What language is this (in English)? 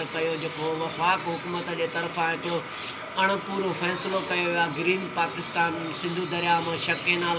Sindhi